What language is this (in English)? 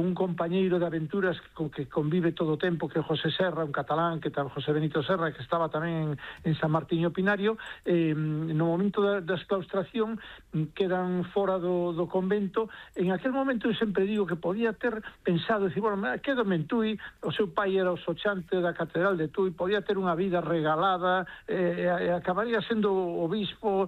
Galician